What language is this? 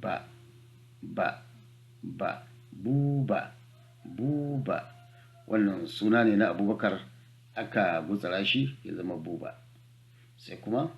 Hausa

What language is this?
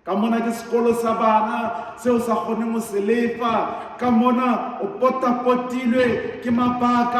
Southern Sotho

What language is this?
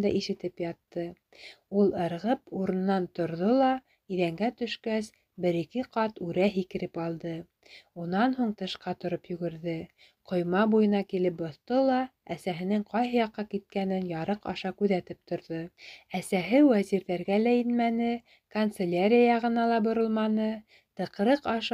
Bashkir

